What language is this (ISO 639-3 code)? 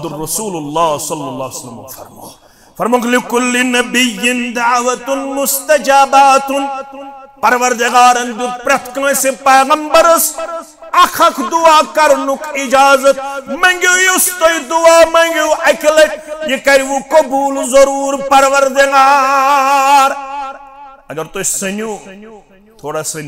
kas